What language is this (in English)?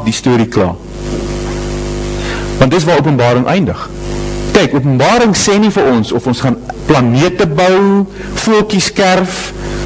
Afrikaans